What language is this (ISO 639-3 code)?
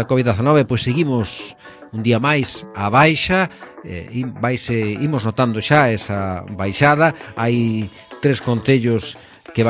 glg